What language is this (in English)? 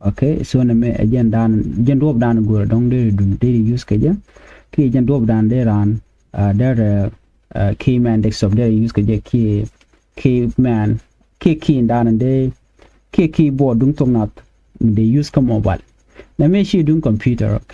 Nuer